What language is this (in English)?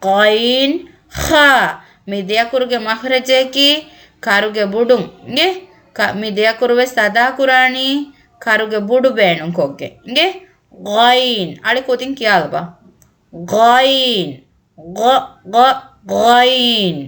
Divehi